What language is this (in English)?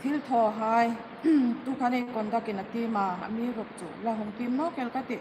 Hmar